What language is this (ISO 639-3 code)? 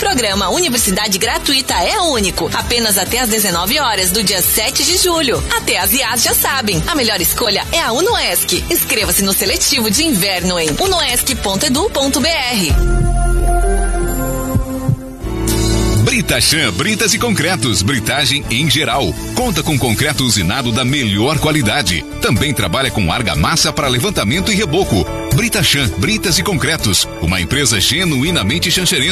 por